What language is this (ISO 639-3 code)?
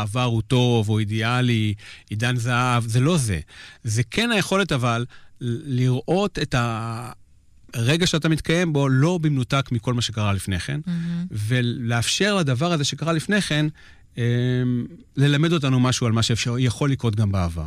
heb